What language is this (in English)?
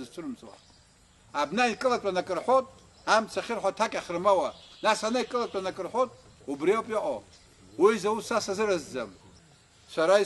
Abkhazian